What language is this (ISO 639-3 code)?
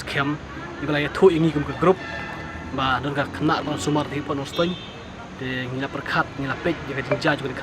kha